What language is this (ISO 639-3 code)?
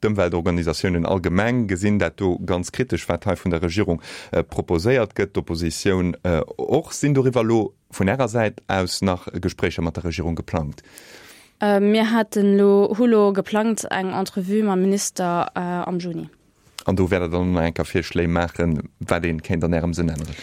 ltz